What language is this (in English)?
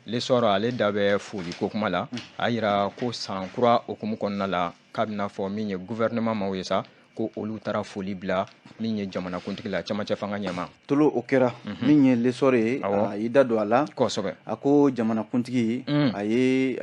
Bambara